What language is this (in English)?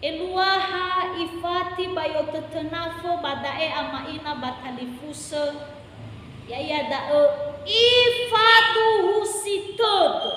Nias